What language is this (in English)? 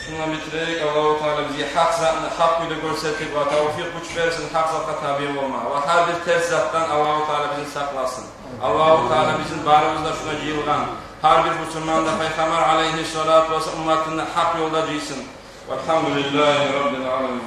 Kumyk